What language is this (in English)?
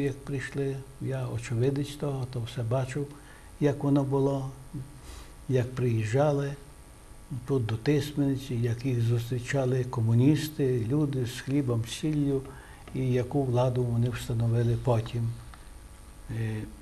Ukrainian